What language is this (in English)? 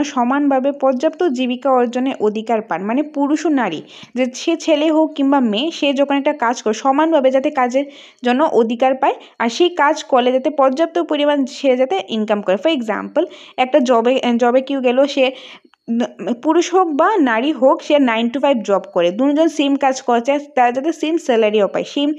Bangla